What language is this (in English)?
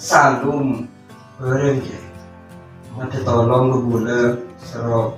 Madurese